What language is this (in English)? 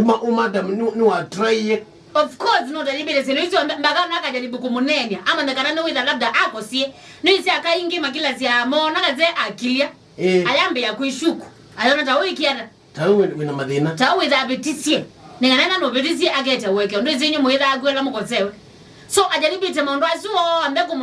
Kamba